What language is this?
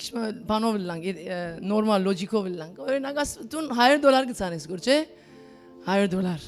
Western Armenian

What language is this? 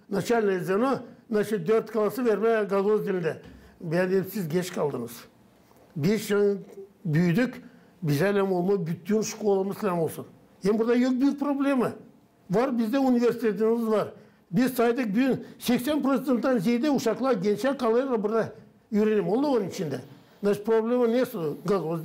Gagauz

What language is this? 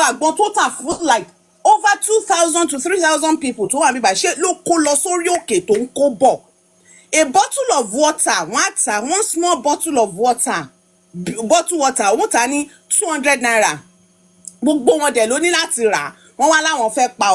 Yoruba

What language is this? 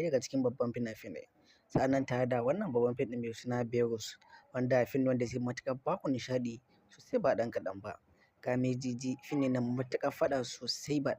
Hausa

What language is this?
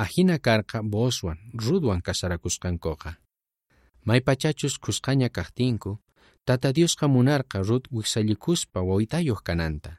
South Bolivian Quechua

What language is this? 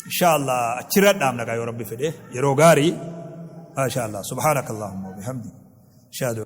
Oromo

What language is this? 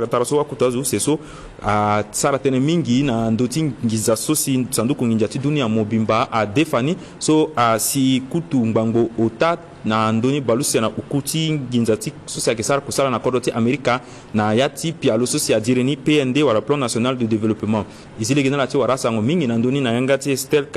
Sango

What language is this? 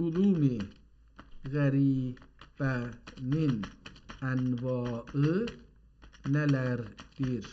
South Azerbaijani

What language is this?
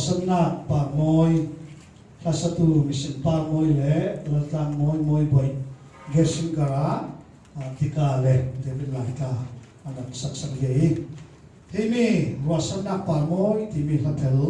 Falam Chin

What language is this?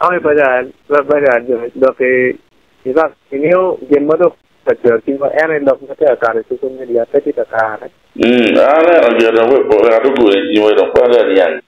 Acoli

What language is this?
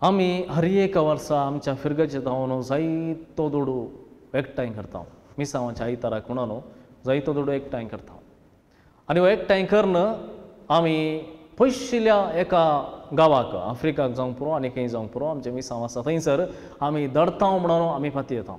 Konkani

